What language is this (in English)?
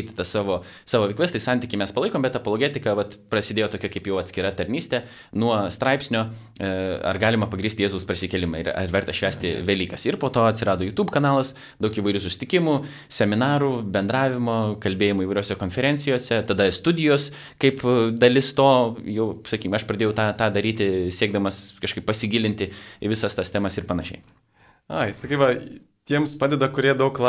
Lithuanian